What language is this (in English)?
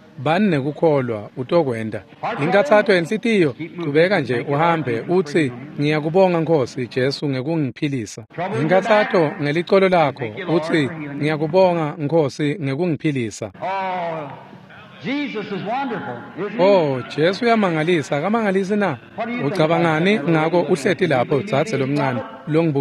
Swati